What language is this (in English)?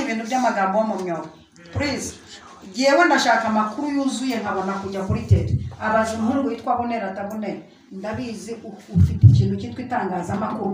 Kinyarwanda